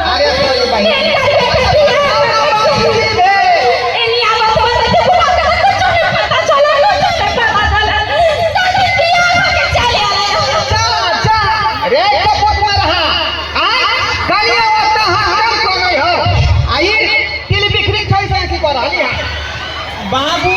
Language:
Maithili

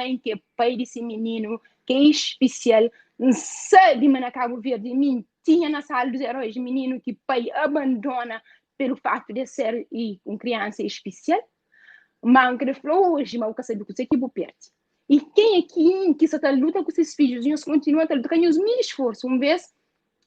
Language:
Kabuverdianu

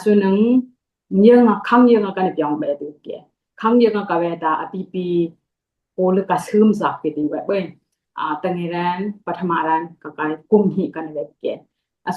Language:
Dimasa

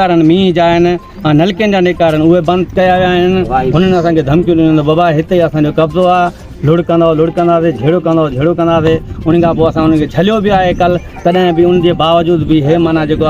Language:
Sindhi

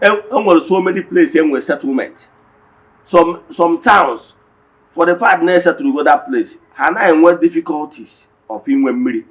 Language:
Igbo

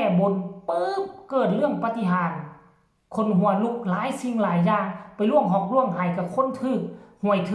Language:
Northeastern Thai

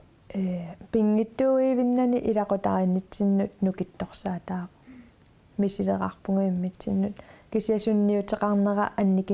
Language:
Kalaallisut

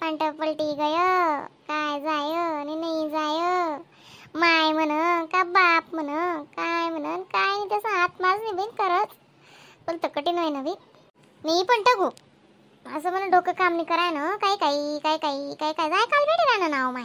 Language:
Khandesi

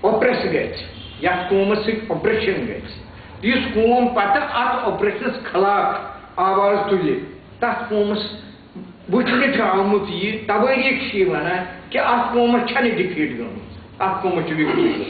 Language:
Kashmiri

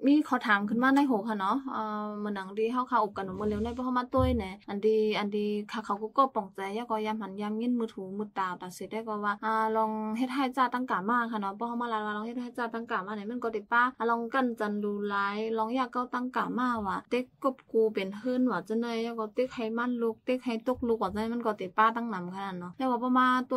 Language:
Shan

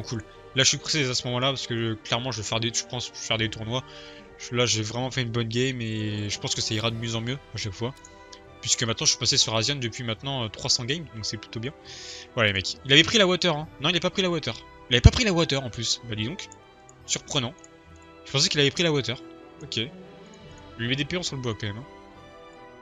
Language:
French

